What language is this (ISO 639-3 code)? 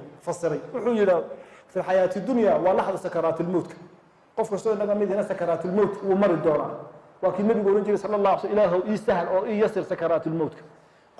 som